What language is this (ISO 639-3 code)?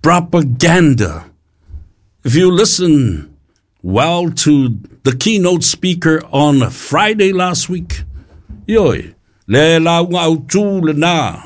smo